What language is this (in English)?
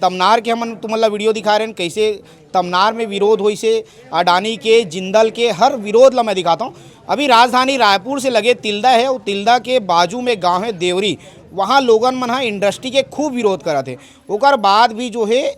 Chhattisgarhi